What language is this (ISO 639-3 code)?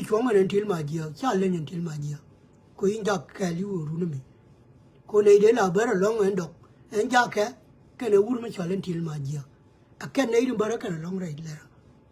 nus